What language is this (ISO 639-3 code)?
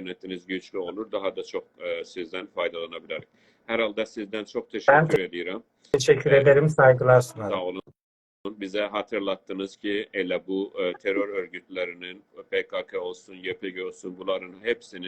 azb